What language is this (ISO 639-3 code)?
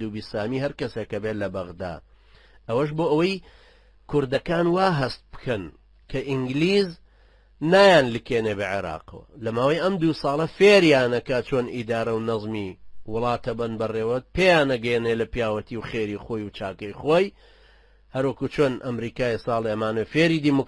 ckb